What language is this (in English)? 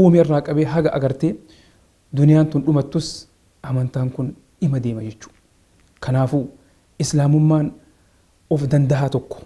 Oromo